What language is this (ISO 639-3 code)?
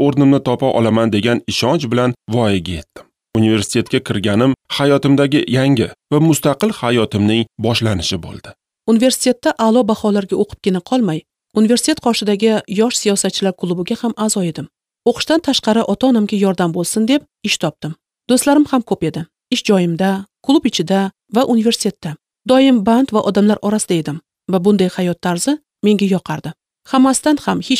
uzb